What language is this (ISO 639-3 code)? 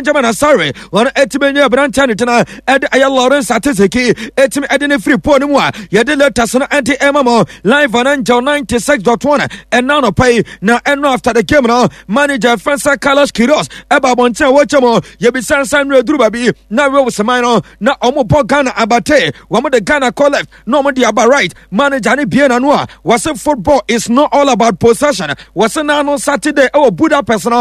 aka